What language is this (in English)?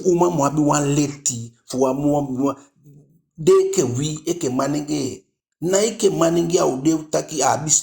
Eastern Maroon Creole